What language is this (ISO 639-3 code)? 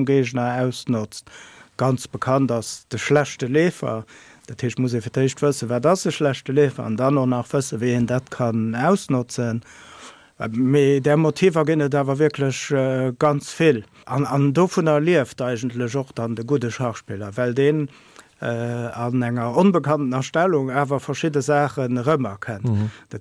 ltz